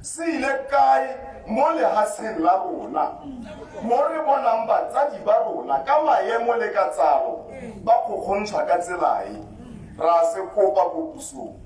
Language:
Tswana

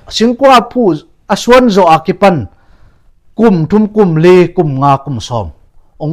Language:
Tedim Chin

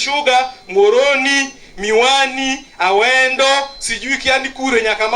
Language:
Luo (Kenya and Tanzania)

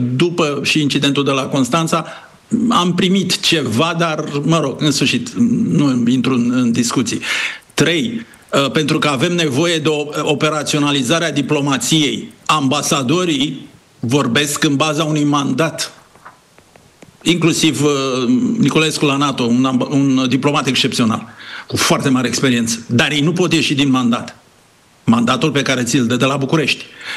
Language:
Romanian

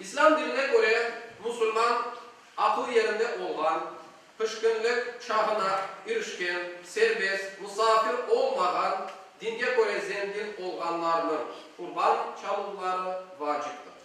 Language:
Crimean Tatar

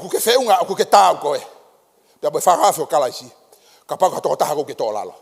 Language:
Tongan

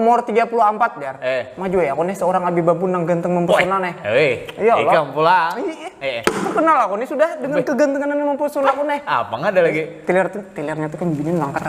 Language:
Banjar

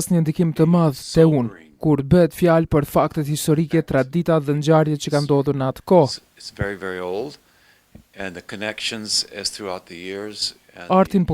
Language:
Albanian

